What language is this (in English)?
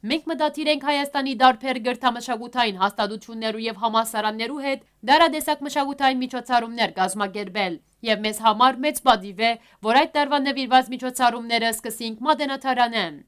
Western Armenian